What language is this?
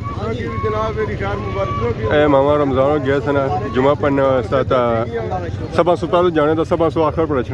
Pahari-Potwari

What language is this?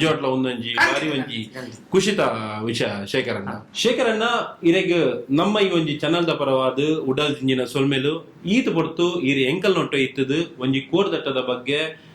Tulu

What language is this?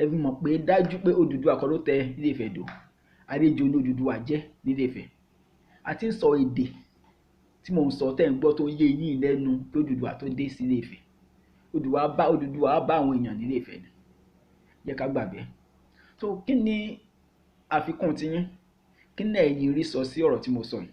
Yoruba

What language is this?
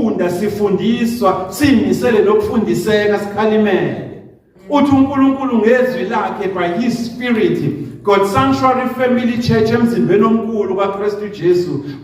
Zulu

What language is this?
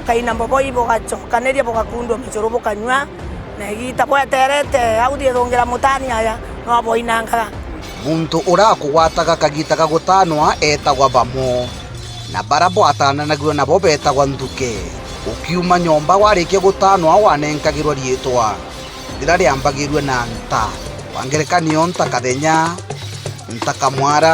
Meru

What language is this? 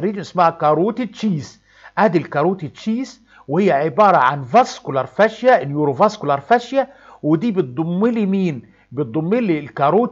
Egyptian Arabic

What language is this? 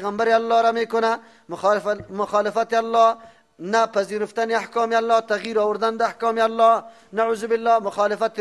Persian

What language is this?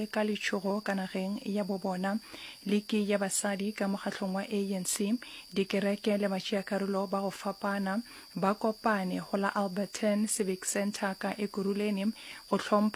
Northern Sotho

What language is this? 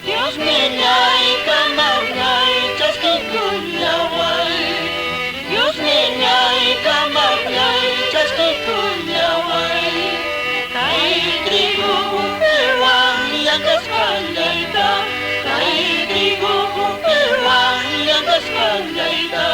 Quechua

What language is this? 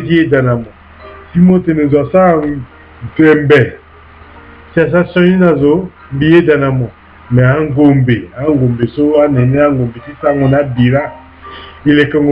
Sango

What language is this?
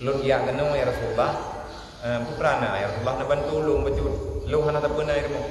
Achinese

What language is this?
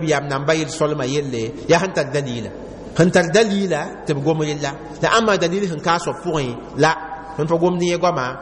Mossi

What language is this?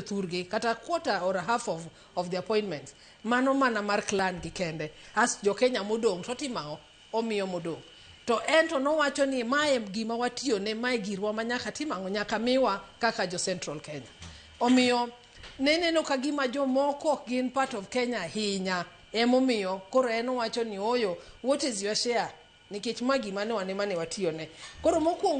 Luo (Kenya and Tanzania)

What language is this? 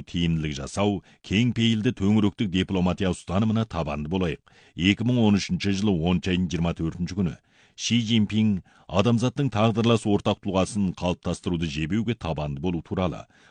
Kazakh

